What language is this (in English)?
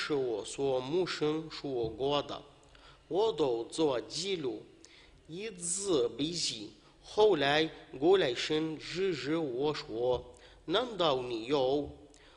Chinese